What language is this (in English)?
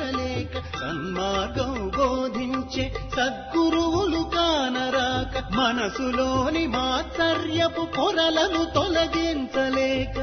Telugu